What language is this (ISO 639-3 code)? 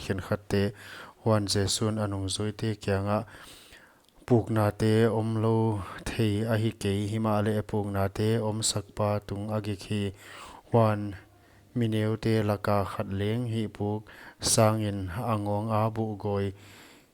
pck